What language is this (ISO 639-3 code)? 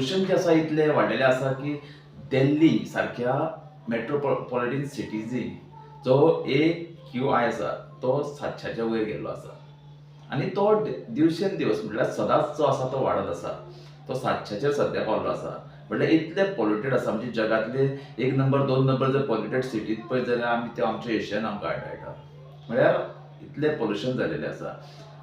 kok